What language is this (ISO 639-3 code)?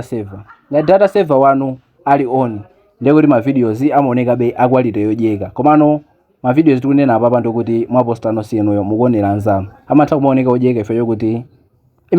nya